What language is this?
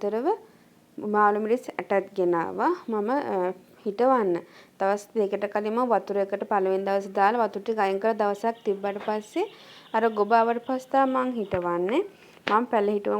Sinhala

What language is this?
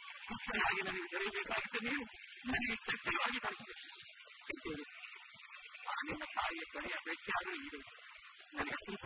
Kannada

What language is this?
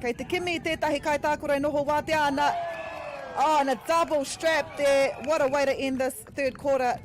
Māori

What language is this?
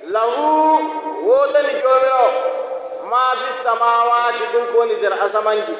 Nigerian Fulfulde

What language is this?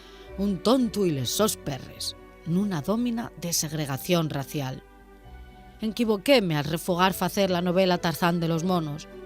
Asturian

